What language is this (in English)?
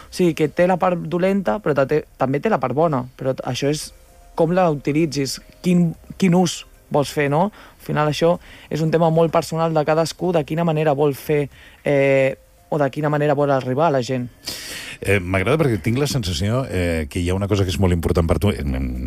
Catalan